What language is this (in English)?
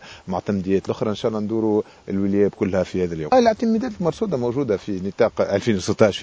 Tunisian Arabic